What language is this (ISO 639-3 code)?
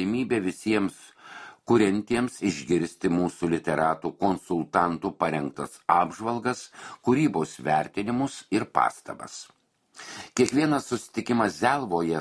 lit